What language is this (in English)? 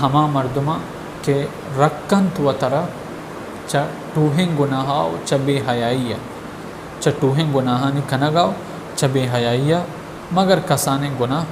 Baluchi